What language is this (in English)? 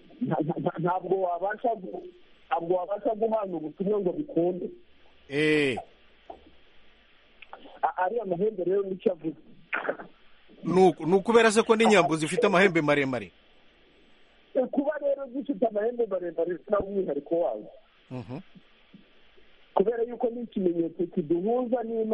Kinyarwanda